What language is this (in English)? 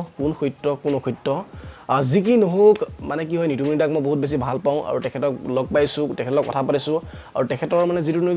Assamese